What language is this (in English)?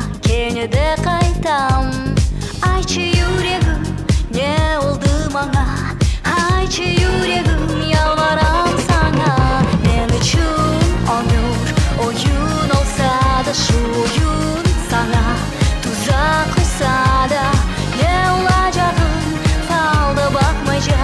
Crimean Tatar